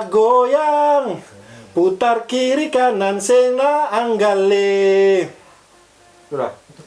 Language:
Ambonese Malay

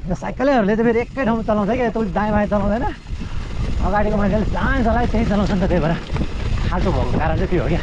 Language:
Nepali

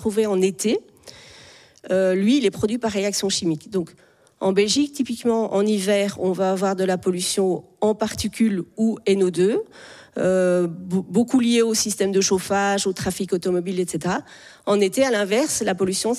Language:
French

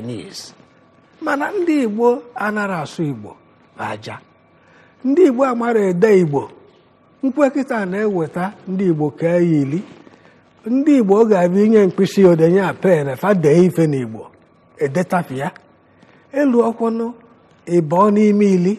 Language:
Igbo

